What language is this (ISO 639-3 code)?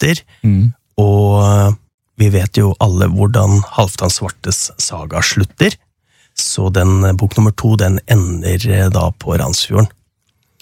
nor